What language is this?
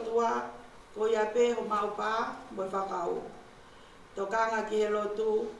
Tongan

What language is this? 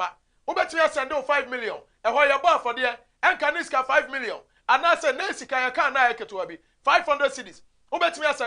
Akan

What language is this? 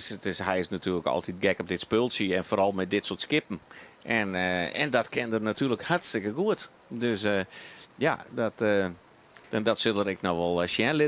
Western Frisian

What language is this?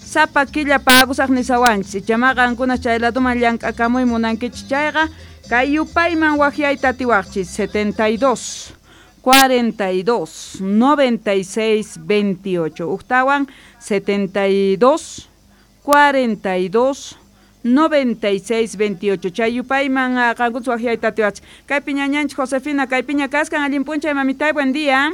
Quechua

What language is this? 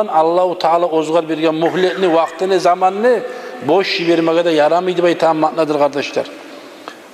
Kumyk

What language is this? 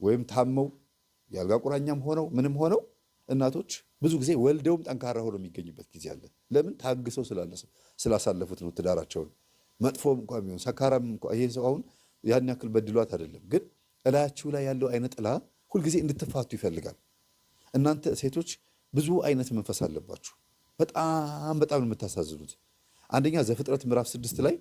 Amharic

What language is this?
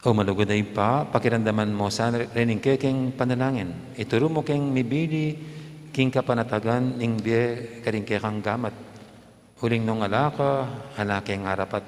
Pampanga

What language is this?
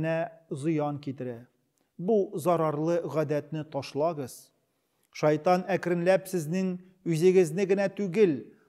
Tatar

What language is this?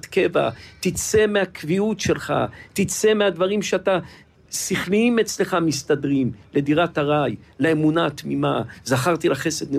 Hebrew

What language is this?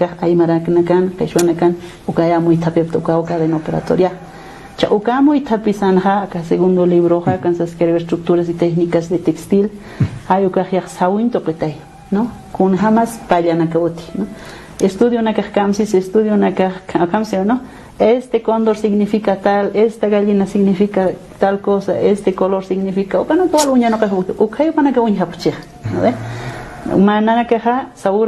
Aymara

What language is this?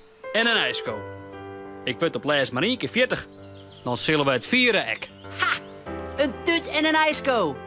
Western Frisian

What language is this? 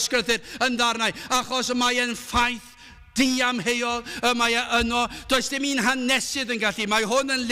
Welsh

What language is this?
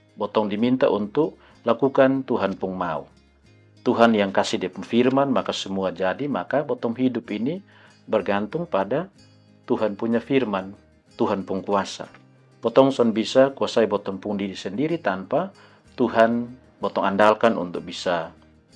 Kupang Malay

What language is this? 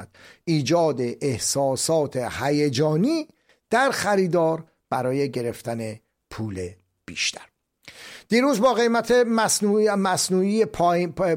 Persian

